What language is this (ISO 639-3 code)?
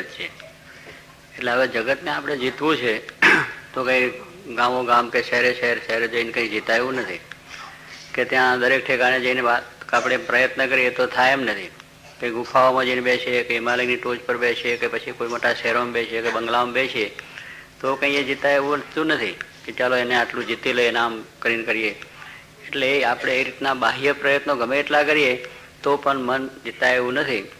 guj